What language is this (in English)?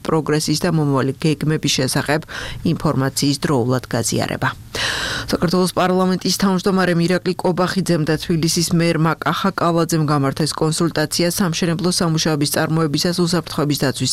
Georgian